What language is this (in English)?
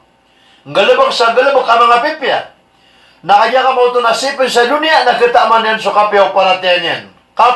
Maranao